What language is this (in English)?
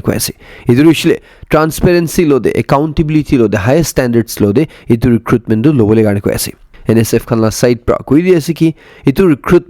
Naga Pidgin